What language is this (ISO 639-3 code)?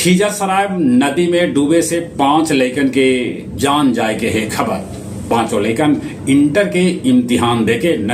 mag